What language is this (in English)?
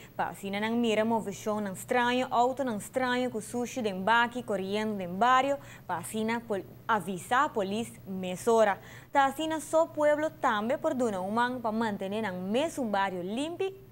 Papiamento